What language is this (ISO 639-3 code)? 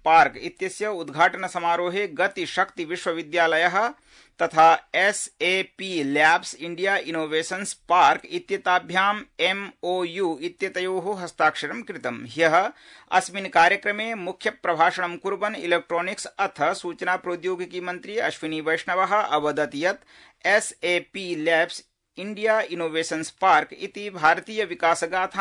san